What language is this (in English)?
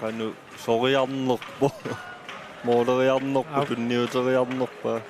Kalaallisut